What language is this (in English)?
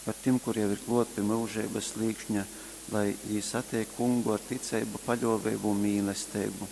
Latgalian